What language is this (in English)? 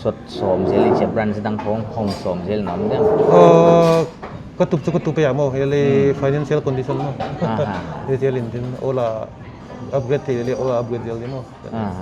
Paite Chin